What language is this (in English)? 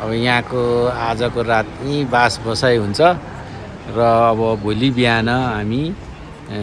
Nepali